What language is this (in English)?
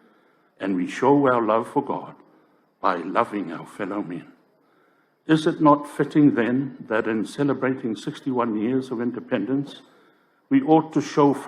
Samoan